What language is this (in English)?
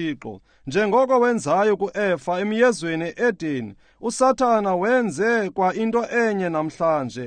Xhosa